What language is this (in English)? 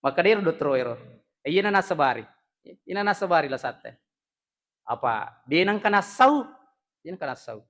Buginese